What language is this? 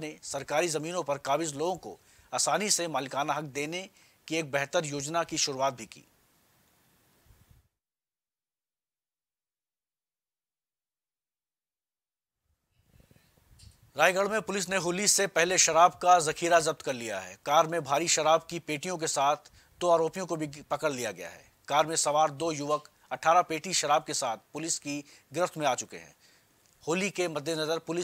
Hindi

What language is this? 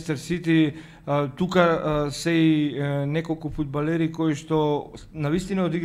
Macedonian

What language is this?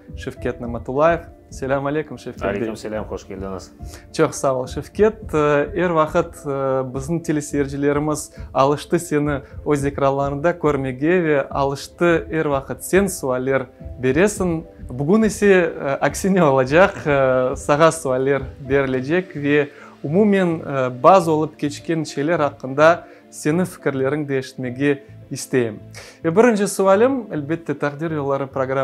Crimean Tatar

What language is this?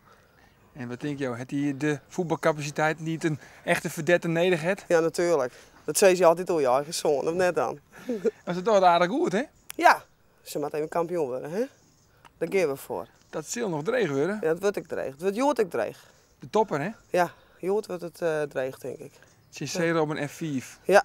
Western Frisian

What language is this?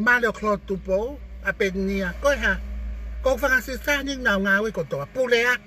Tongan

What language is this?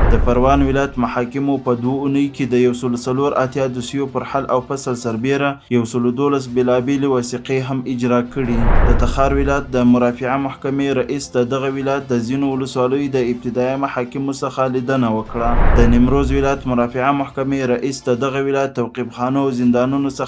Pashto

